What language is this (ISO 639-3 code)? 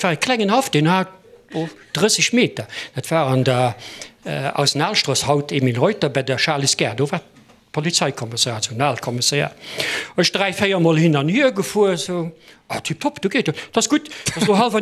ltz